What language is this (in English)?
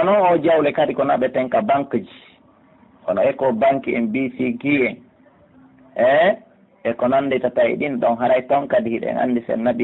Pular